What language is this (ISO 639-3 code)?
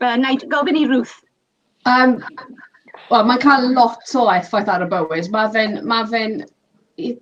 cym